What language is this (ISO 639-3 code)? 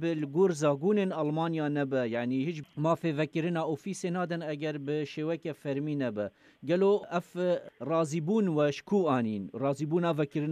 kur